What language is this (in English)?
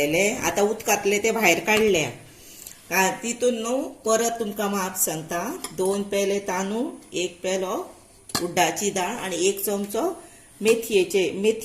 Konkani